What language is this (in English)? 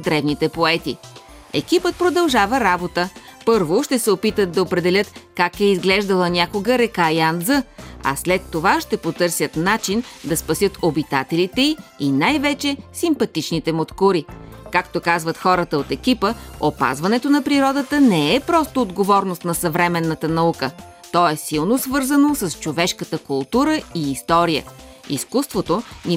Bulgarian